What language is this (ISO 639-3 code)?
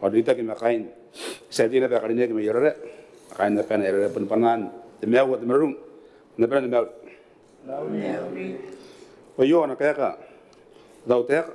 gil